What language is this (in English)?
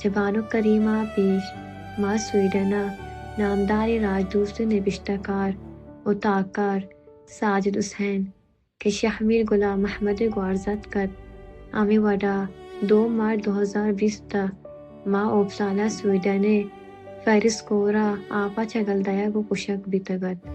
Baluchi